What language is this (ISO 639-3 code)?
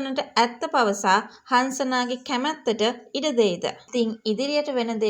sin